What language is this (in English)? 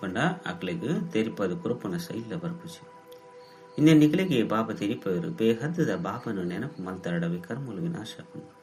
Tulu